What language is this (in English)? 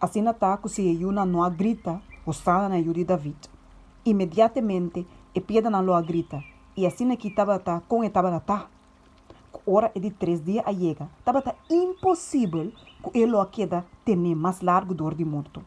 Papiamento